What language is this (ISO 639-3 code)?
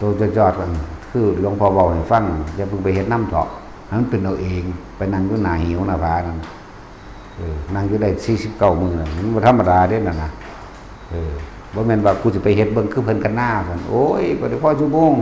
tts